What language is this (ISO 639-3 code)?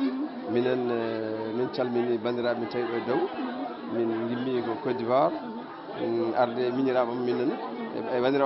ful